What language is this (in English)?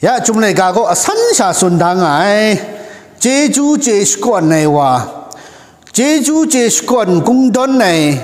Kachin